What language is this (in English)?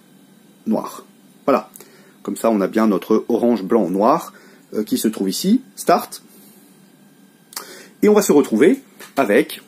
French